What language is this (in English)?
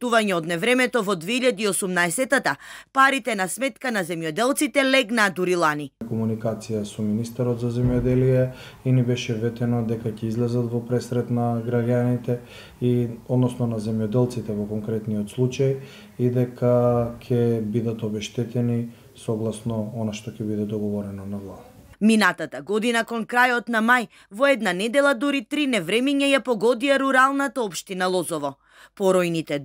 Macedonian